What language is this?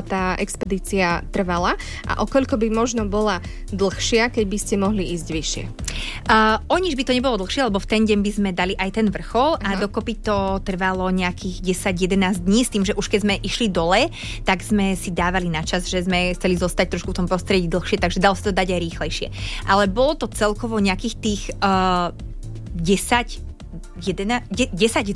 Slovak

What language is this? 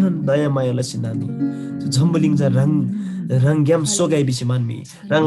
Eastern Tamang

